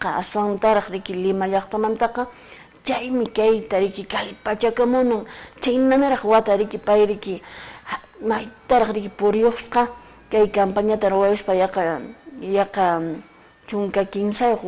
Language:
Quechua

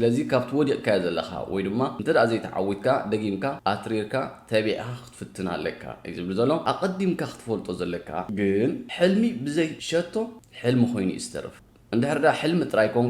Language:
Tigrinya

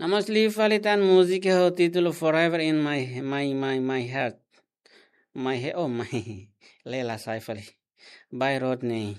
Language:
Tetum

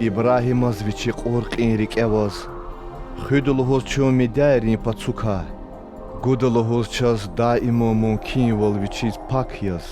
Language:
Lezghian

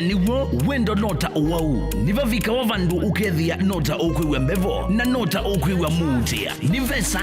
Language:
Kamba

